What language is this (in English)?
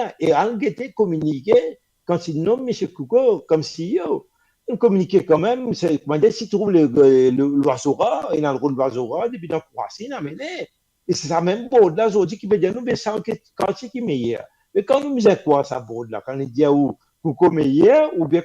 Morisyen